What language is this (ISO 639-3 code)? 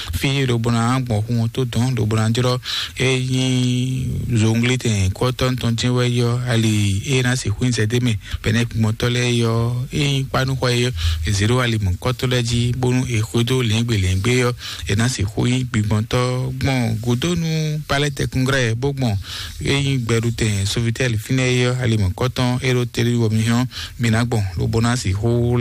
fon